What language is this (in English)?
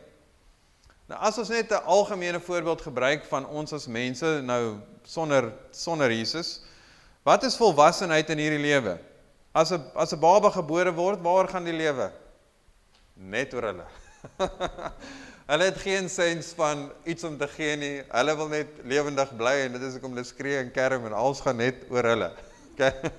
Afrikaans